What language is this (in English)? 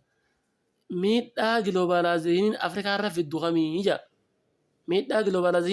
Oromo